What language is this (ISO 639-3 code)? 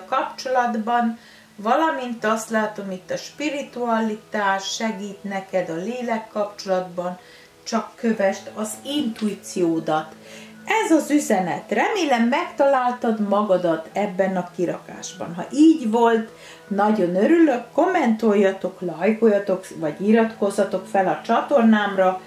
hun